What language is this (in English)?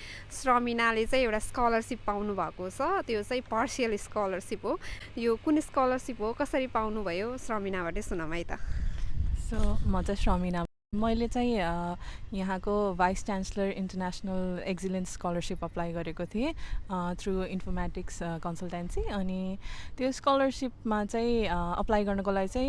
Nepali